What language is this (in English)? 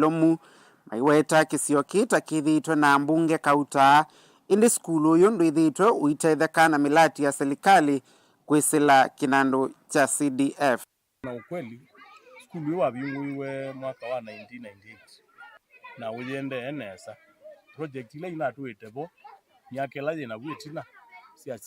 Kamba